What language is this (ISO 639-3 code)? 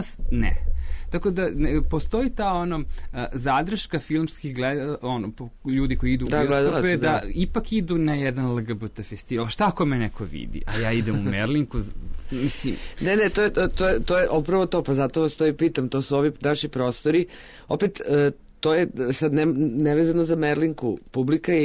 srp